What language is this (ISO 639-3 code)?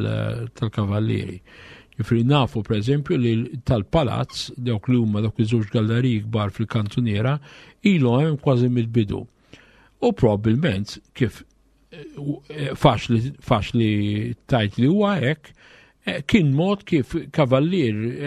mlt